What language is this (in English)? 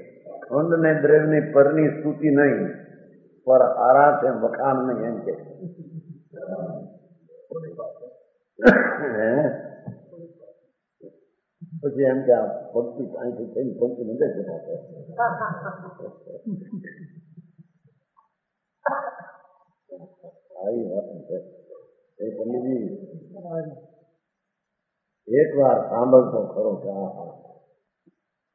Gujarati